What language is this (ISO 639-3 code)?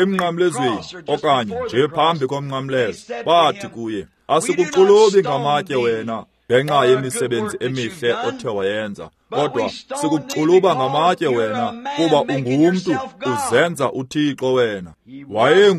xho